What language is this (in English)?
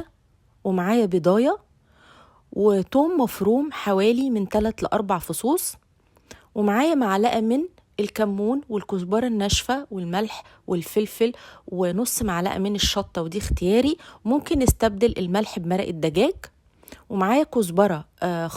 Egyptian Arabic